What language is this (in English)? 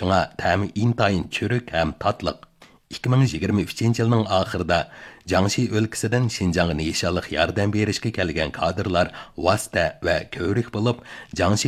Uyghur